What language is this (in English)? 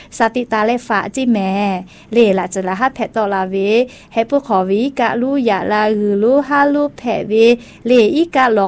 Thai